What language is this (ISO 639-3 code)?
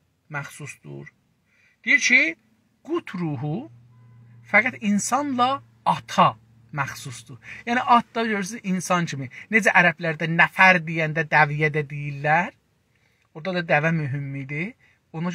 azb